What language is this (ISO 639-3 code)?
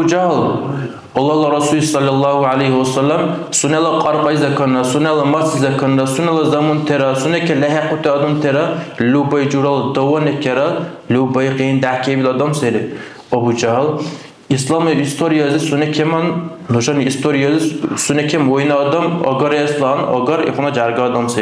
dar